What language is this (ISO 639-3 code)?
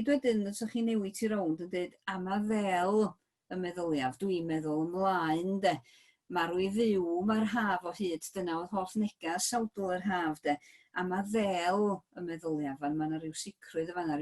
cym